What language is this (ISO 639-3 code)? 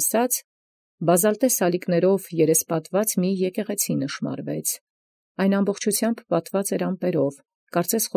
hye